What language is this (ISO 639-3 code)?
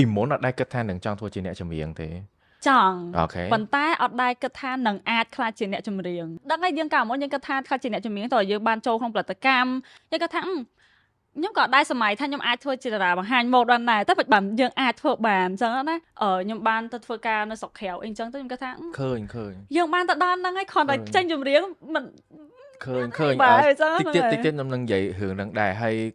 khm